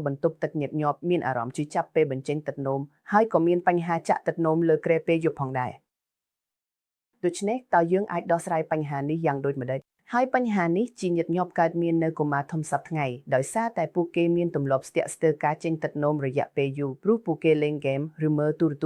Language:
Khmer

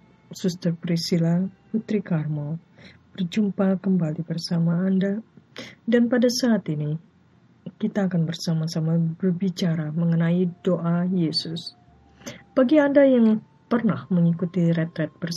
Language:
Indonesian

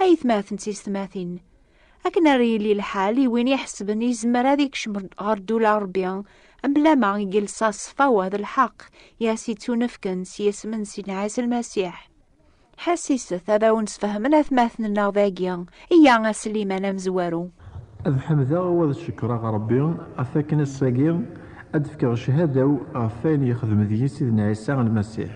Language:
Kabyle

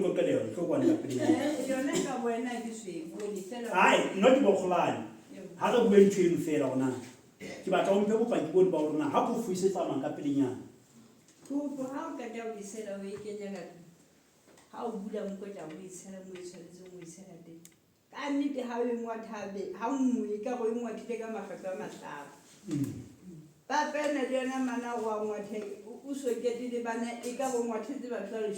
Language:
Southern Sotho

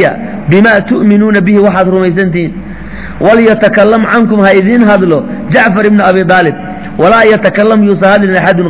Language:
Somali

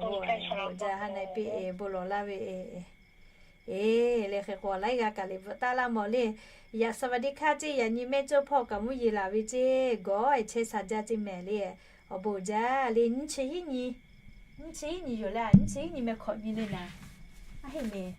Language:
Lahu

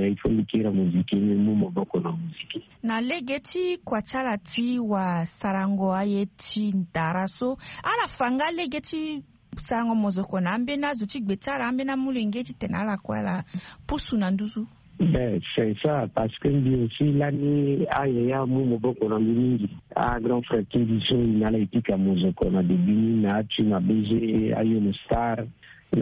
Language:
Sango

